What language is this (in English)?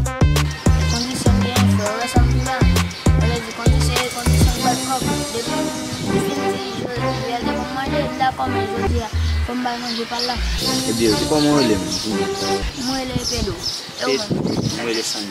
Haitian Creole